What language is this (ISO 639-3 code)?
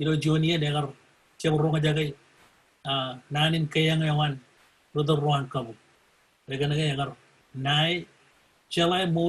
mah